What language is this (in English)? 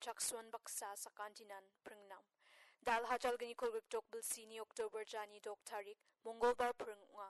Garo